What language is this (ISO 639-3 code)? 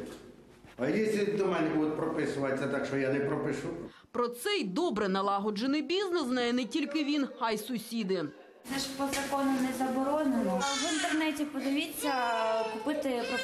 ukr